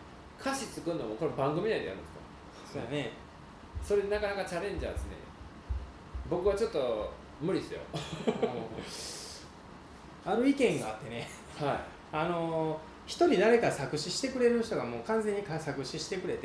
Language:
Japanese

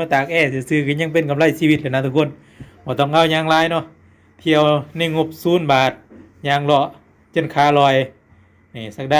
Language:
Lao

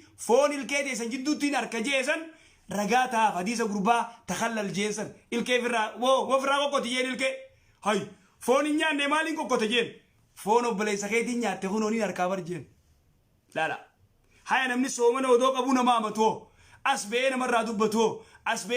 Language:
Oromo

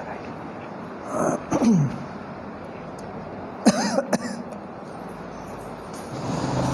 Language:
Kannada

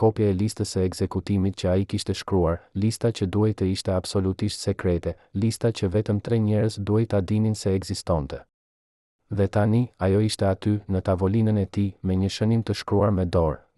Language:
Albanian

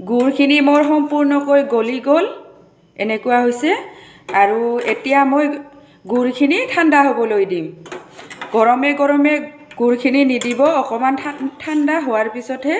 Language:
Assamese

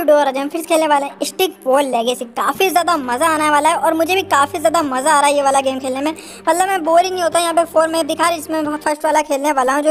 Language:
Hindi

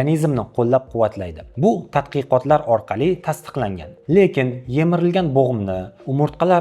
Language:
Uzbek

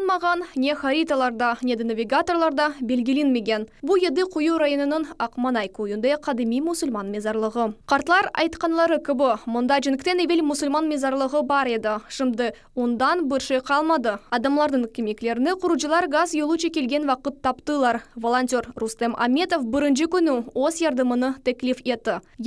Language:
Crimean Tatar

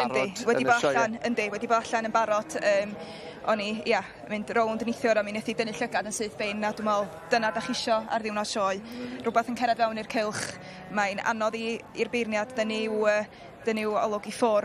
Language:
Welsh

